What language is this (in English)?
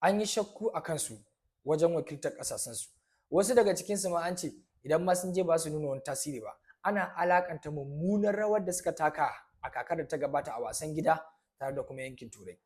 Hausa